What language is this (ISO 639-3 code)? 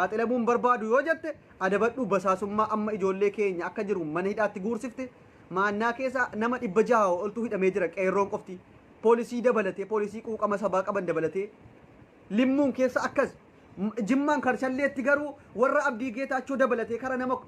orm